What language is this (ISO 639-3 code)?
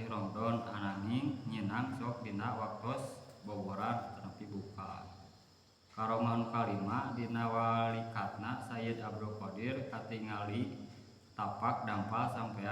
sun